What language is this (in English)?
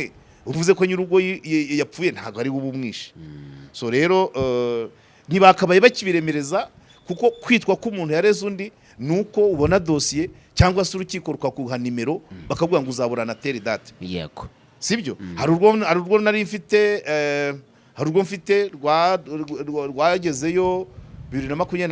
Kinyarwanda